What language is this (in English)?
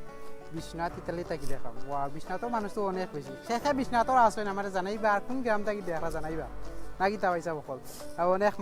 Sylheti